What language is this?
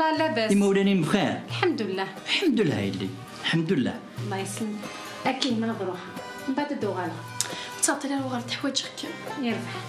Kabyle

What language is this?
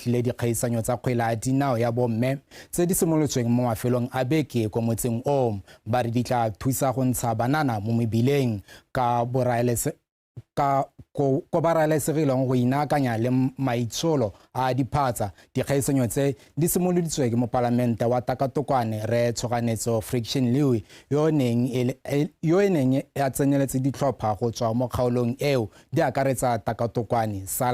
Tswana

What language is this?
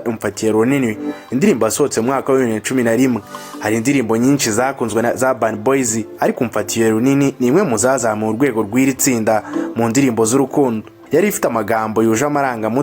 Kinyarwanda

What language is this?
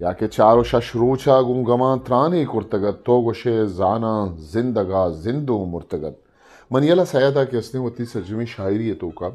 Eastern Balochi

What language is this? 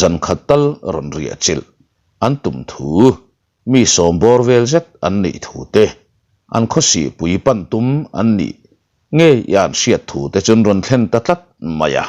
Mizo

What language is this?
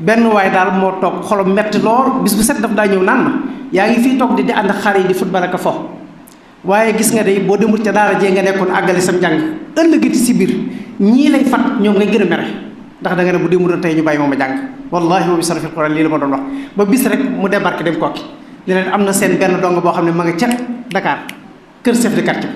Wolof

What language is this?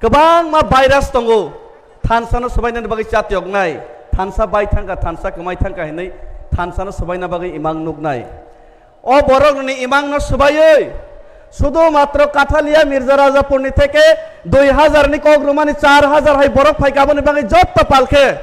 Kok Borok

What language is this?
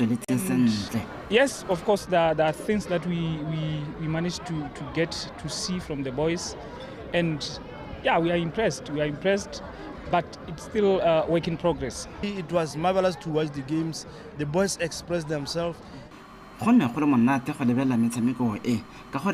Tswana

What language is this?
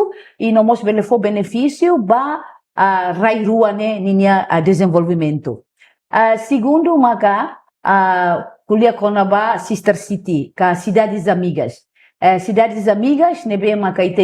Tetum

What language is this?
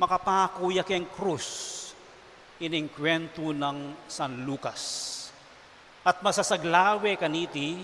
Pampanga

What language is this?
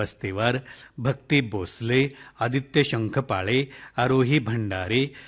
Marathi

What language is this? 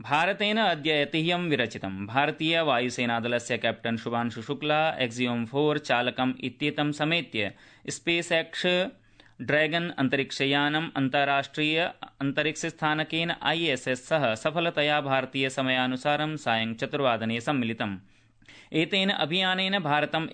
Sanskrit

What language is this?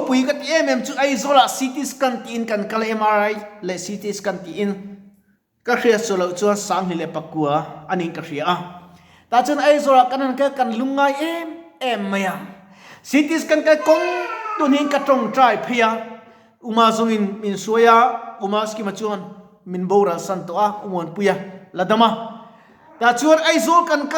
Mizo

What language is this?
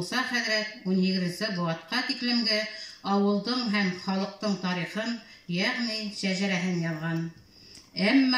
Bashkir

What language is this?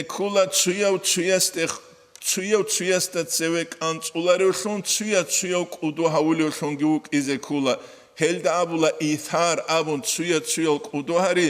Avaric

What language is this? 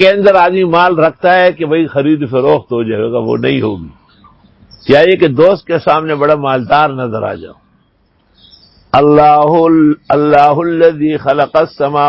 Urdu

